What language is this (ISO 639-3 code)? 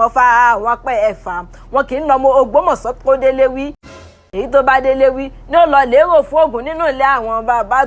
yor